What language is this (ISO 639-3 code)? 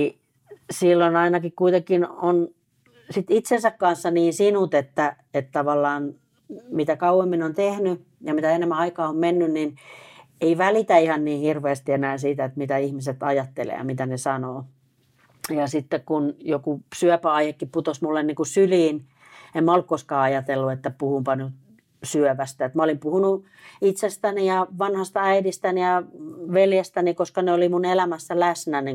fin